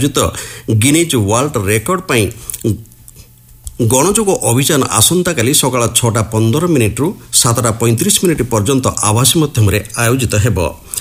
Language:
Odia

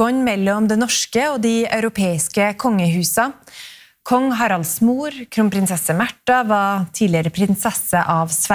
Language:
Norwegian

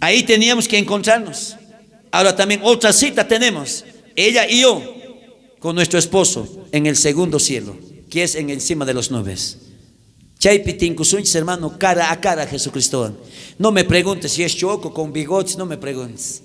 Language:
South Bolivian Quechua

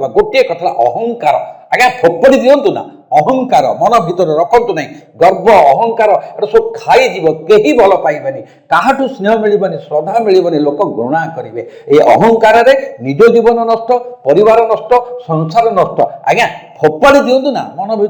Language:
Odia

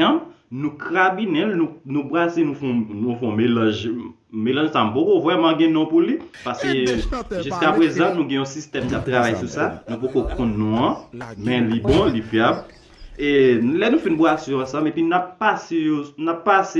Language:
Haitian Creole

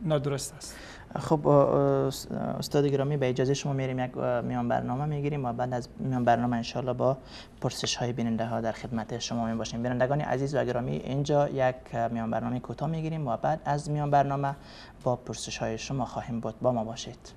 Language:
Persian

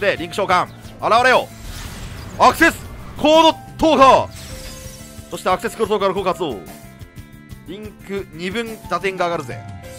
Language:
Japanese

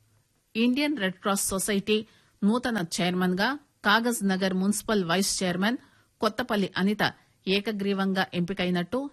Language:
Telugu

